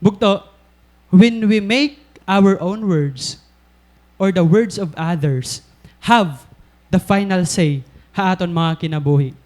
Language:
Waray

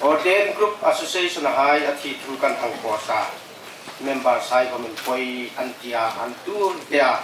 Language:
Hmar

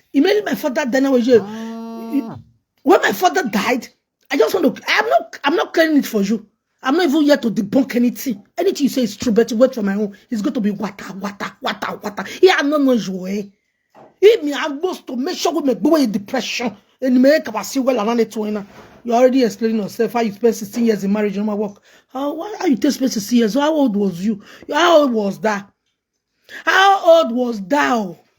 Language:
Nigerian Pidgin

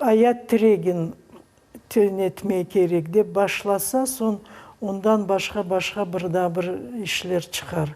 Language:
Crimean Tatar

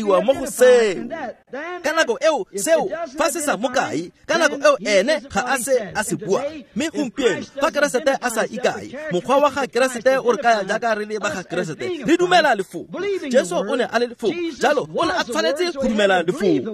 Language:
Tswana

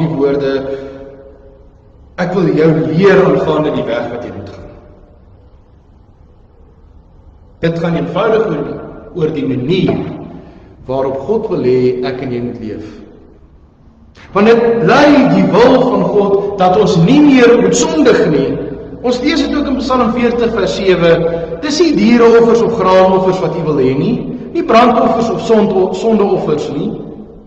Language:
Afrikaans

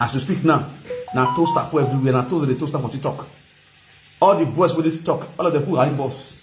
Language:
Nigerian Pidgin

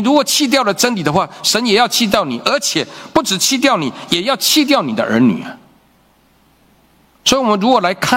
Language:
Chinese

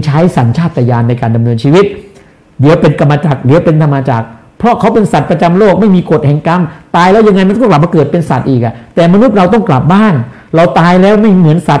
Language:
Thai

